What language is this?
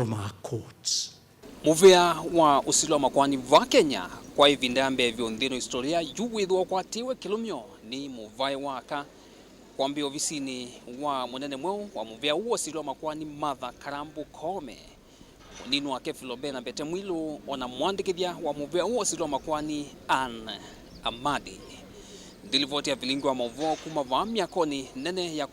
Kamba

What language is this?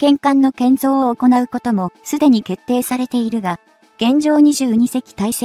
Japanese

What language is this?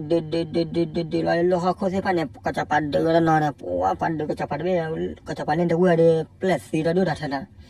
S'gaw Karen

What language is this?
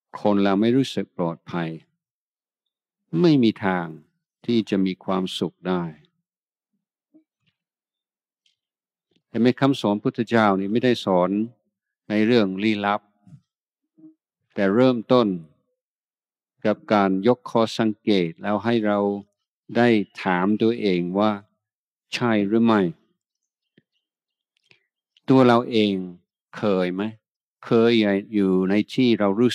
Thai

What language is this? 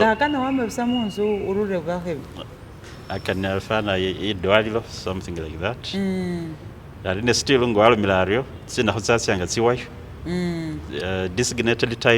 Masaaba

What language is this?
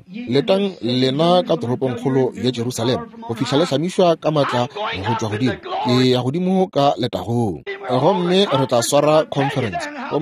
Northern Sotho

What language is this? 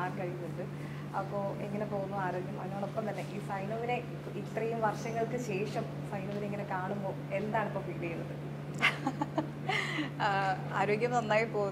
Malayalam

